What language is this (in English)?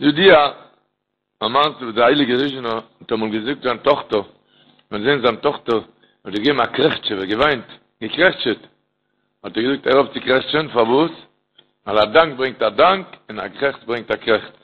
Yiddish